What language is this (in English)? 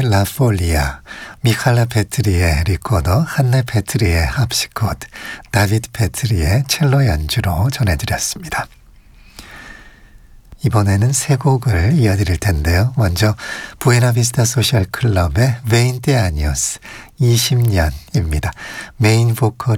Korean